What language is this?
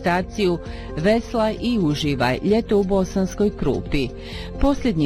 Bosnian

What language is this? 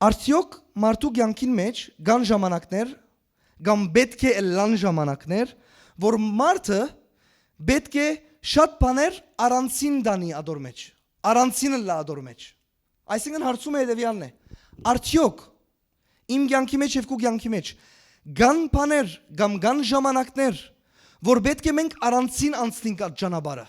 Western Armenian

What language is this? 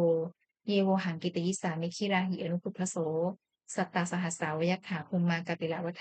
Pali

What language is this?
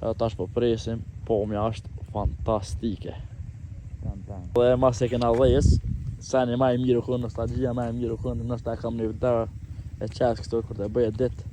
Albanian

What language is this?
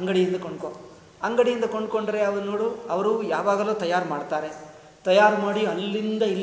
Kannada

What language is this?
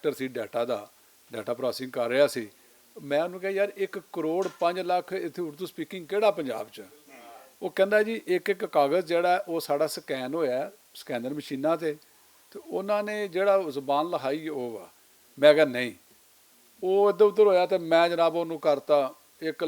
Western Panjabi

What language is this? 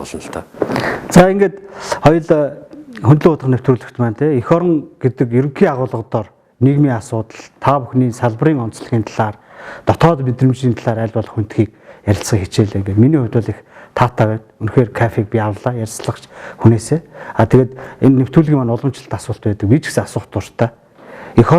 Mongolian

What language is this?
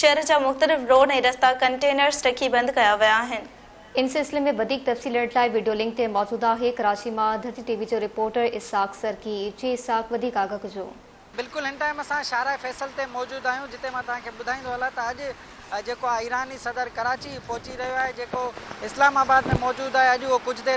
Sindhi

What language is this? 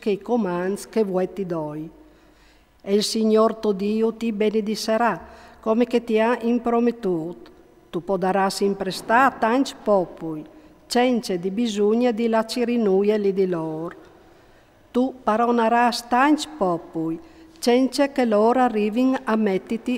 Friulian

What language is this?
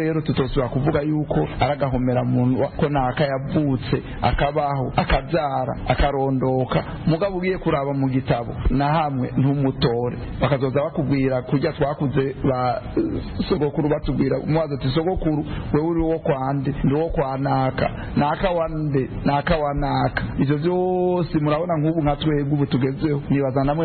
Rundi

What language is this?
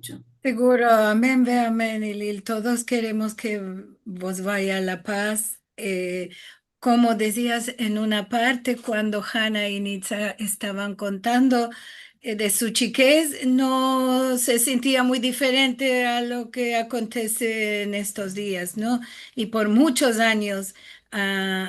Ladino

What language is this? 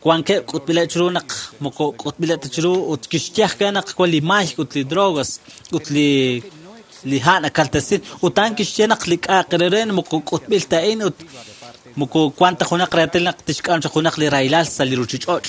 Kekchí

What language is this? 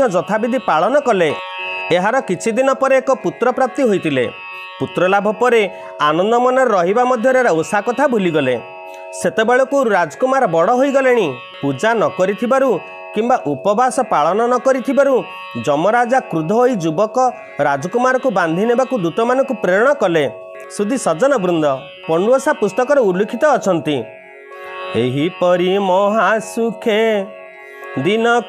Odia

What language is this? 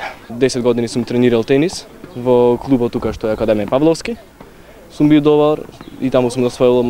Macedonian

